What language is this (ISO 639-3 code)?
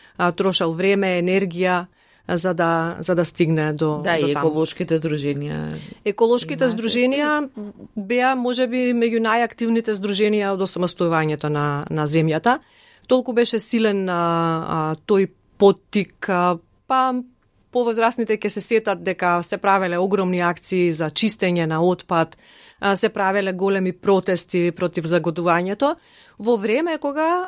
mkd